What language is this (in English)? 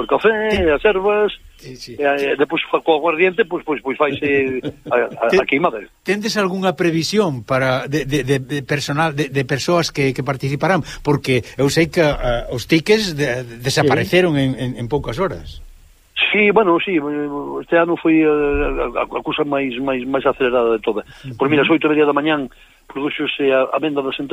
Galician